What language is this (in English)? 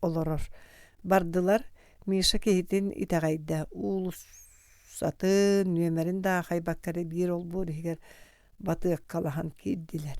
Yakut